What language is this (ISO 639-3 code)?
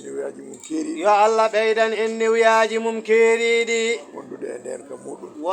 ful